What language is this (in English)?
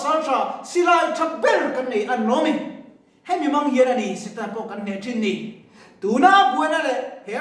Mizo